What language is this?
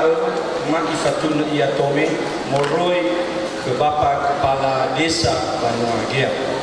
Nias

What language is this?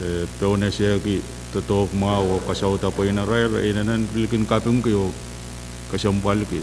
Pohnpeian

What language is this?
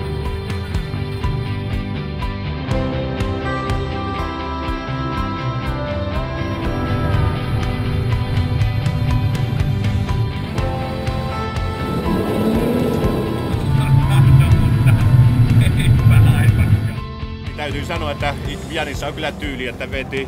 Finnish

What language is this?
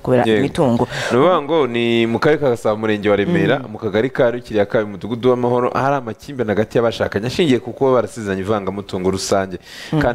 Kinyarwanda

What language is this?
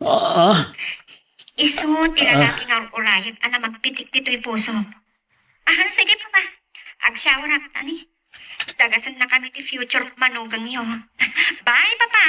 Iloko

